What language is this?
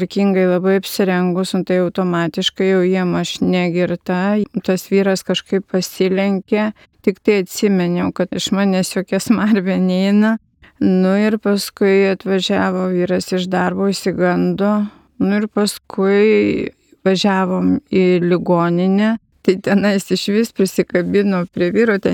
Lithuanian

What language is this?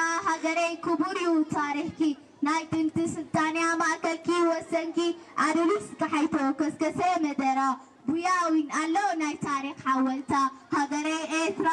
Tigrinya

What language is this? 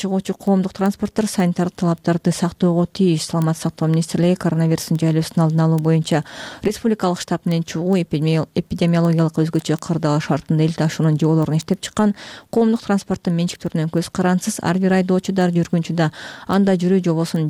Kyrgyz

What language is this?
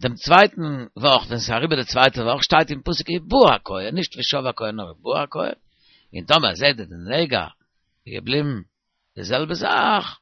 Yiddish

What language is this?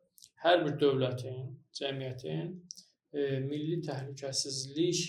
Azerbaijani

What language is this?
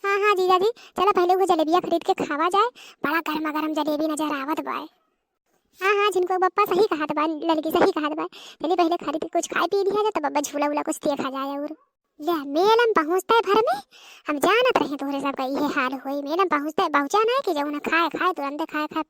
Awadhi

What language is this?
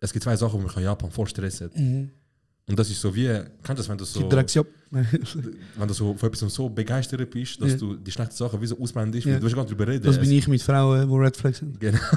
Swiss German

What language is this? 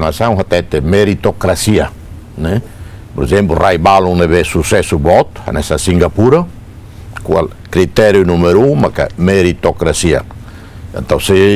Tetum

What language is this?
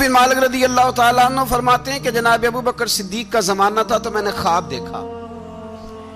Urdu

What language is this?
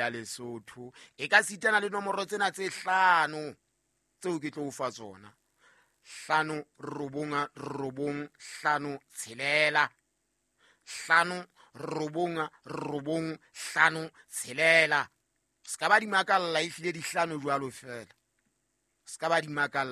Southern Sotho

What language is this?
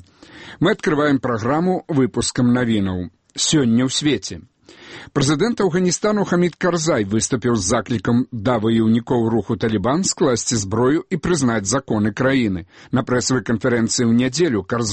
Belarusian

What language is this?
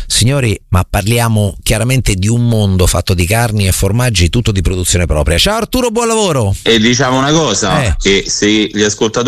Italian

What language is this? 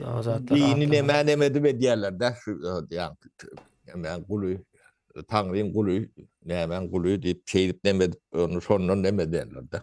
Turkmen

